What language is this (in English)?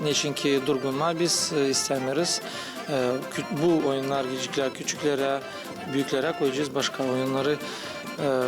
Gagauz